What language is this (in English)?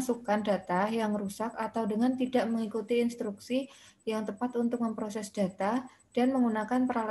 Indonesian